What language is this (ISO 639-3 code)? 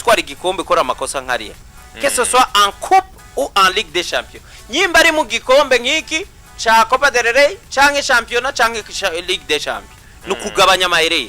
run